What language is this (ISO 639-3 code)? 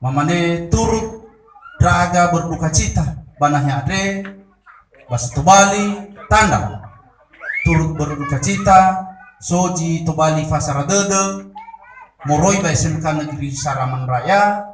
nia